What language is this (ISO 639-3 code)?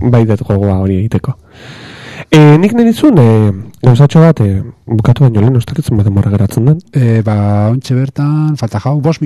eus